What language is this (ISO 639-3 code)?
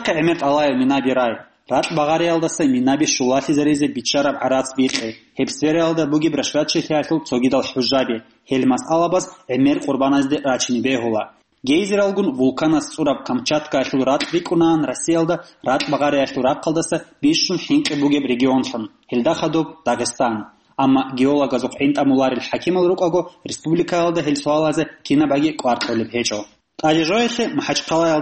ava